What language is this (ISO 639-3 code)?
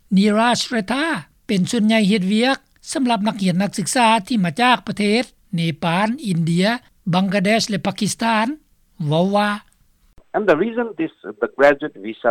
lao